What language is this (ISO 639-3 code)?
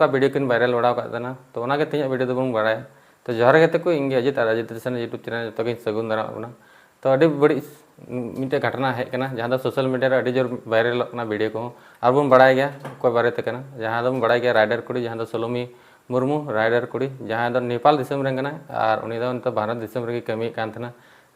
sat